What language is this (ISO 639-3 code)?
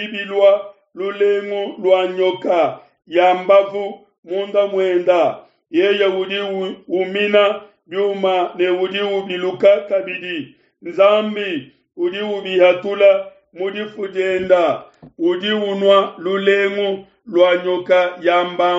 lua